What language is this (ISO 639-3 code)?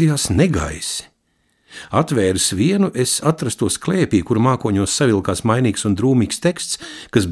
lav